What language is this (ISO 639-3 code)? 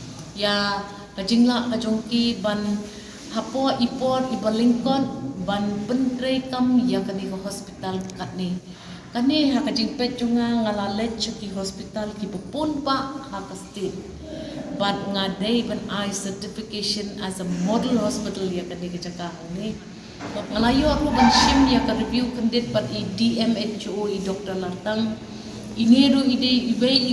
kha